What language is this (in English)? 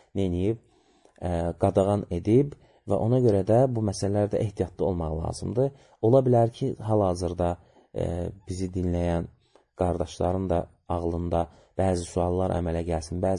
Azerbaijani